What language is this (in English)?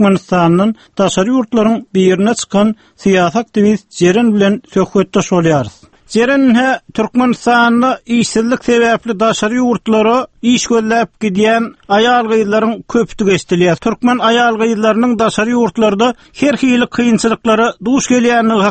Turkmen